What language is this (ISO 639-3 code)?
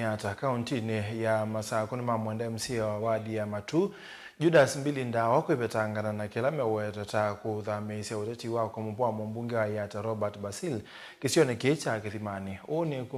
kam